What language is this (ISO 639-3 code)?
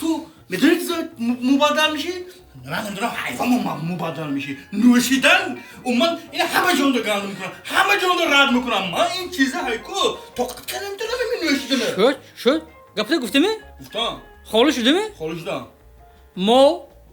tgk